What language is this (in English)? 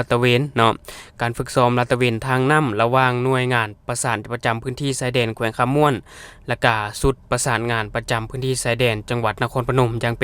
Lao